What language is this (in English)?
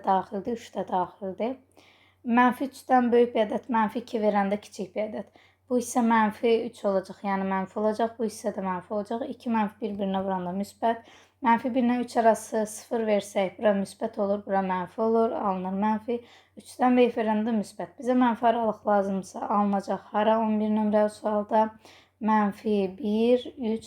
Azerbaijani